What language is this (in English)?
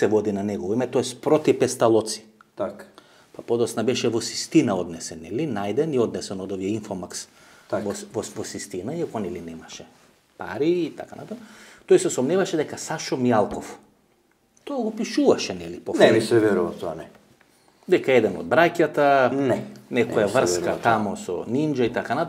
Macedonian